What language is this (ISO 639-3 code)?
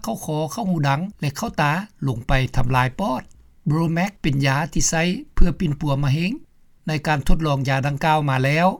lao